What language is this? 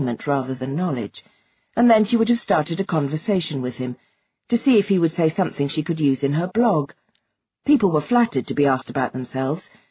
English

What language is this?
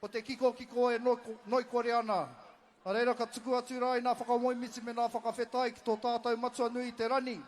Māori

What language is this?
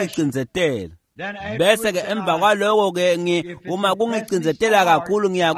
Swati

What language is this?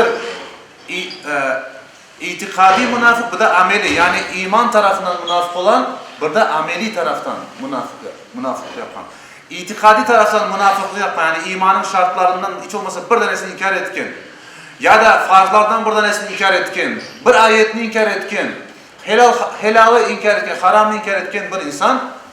Crimean Tatar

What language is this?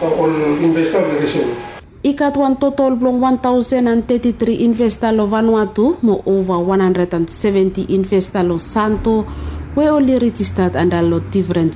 Bislama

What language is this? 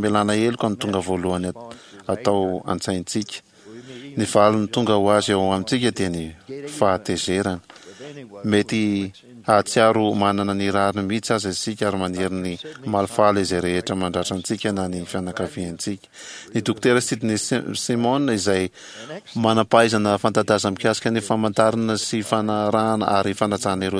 Malagasy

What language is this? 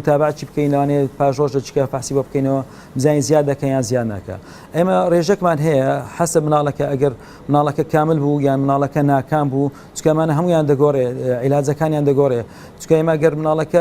Central Kurdish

